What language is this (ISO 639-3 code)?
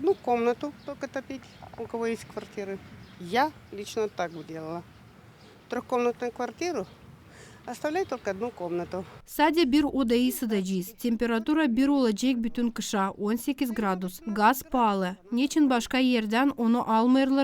gag